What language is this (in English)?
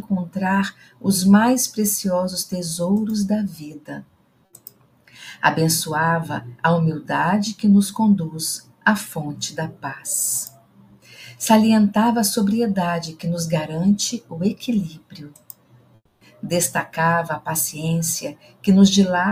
Portuguese